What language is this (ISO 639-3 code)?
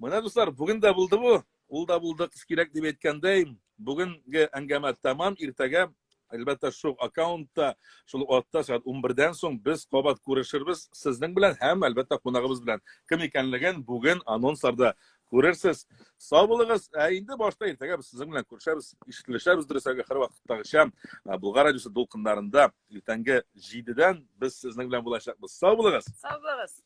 tat